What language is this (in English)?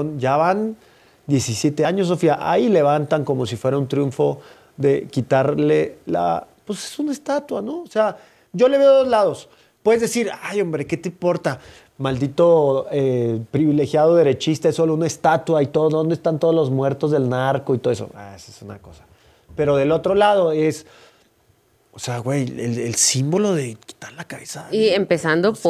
Spanish